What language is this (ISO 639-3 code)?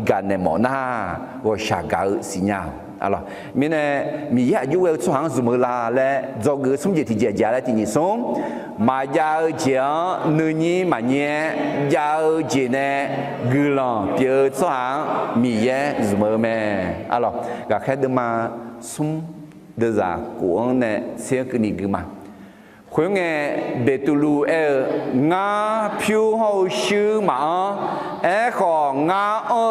ahk